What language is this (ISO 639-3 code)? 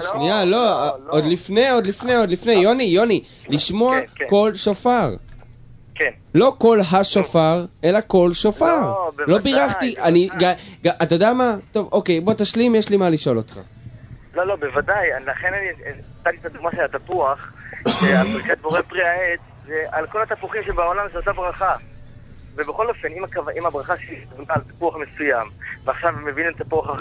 heb